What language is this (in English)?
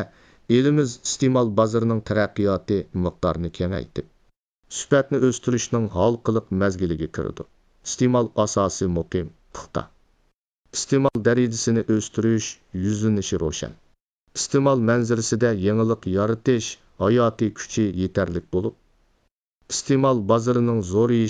Uyghur